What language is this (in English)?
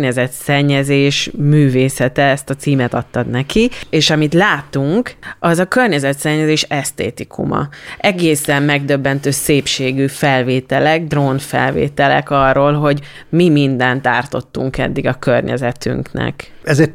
Hungarian